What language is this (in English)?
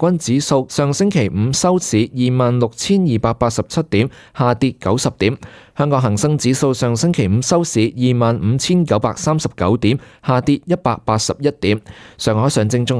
Cantonese